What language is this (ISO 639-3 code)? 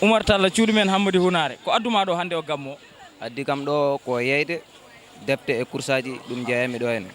ful